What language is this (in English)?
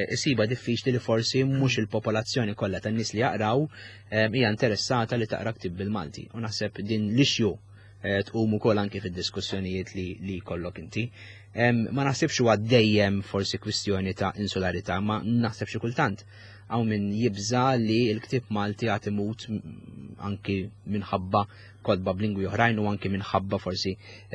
Maltese